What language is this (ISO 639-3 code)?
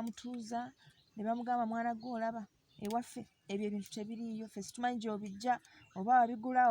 lug